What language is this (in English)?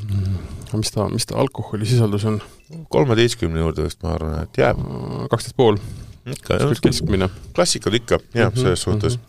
Estonian